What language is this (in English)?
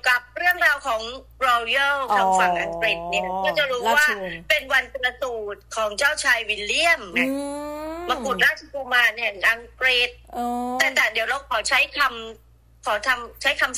Thai